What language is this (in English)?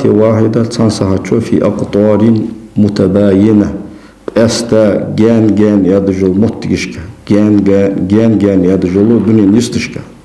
Ingush